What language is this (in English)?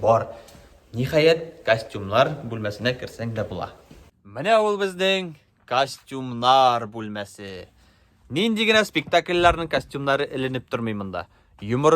Tatar